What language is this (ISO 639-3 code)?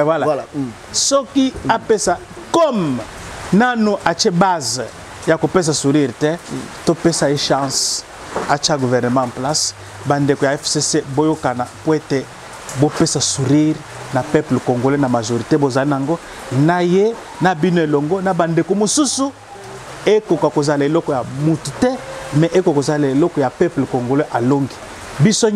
lin